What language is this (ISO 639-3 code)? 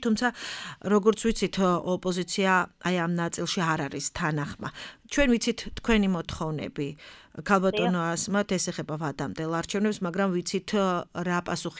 kat